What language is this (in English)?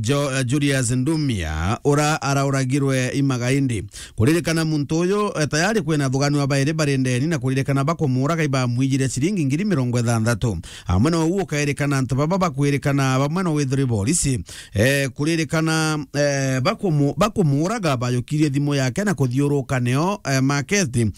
Meru